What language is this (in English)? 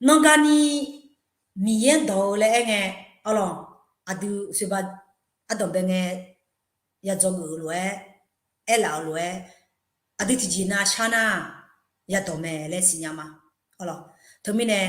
Akha